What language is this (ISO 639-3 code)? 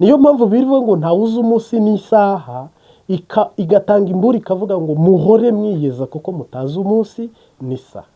kin